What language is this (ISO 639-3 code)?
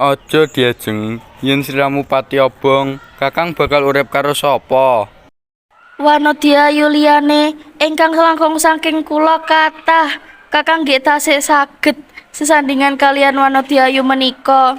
jav